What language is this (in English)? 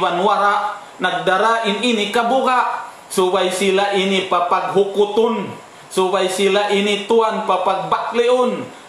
Tausug